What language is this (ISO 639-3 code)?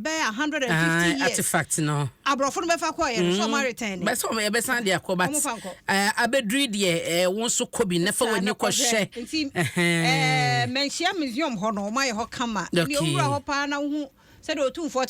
aka